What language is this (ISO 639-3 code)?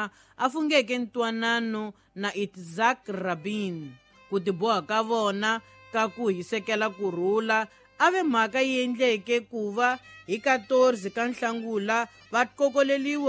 tso